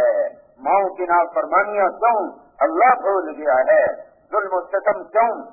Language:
Urdu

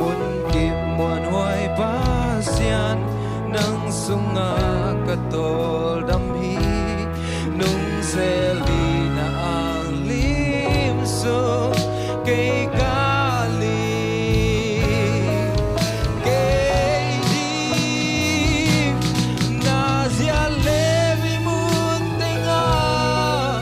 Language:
Tedim Chin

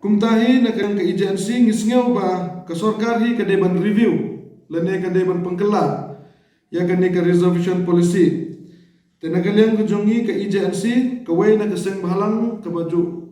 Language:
Khasi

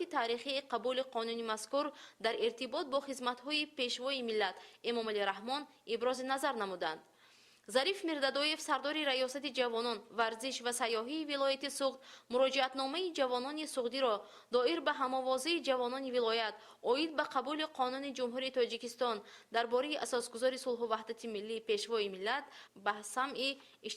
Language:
Tajik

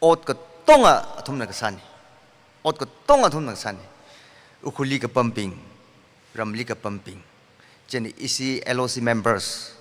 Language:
Tangkhul Naga (India)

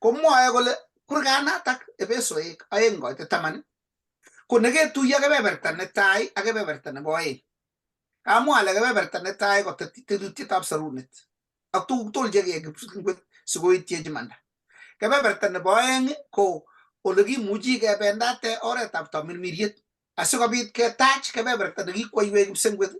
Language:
Kalenjin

